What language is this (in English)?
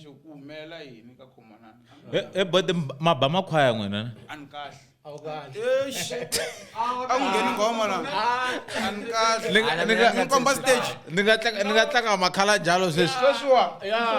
Tsonga